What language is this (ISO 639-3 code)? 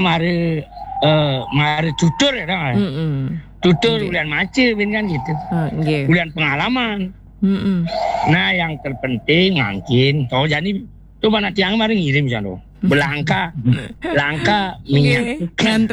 ban